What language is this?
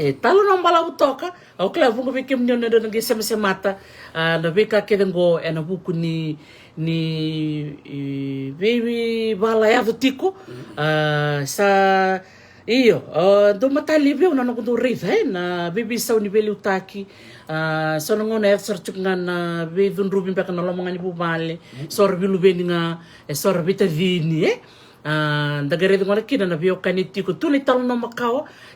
Fijian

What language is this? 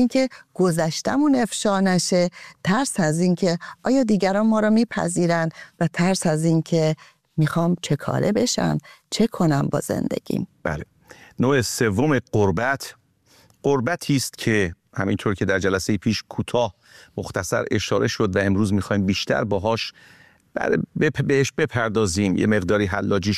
Persian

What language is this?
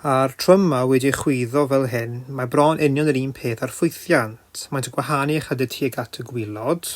Welsh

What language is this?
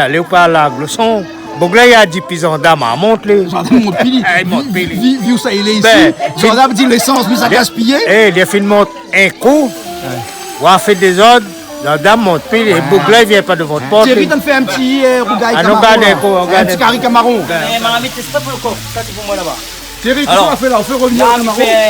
Réunion Creole French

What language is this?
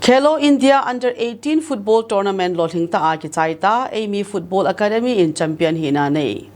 Thado Chin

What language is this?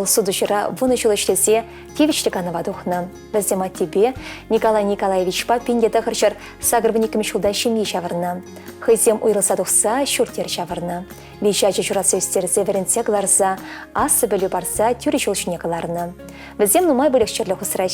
Chuvash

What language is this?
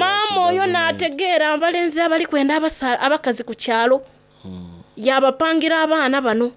Soga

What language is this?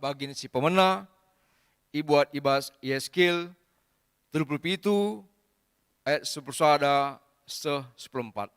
Batak Karo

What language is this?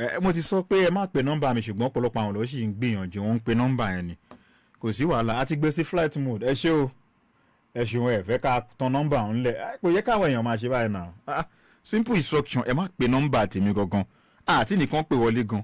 Yoruba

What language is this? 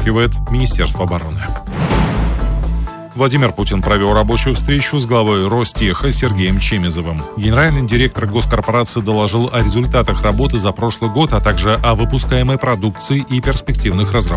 Russian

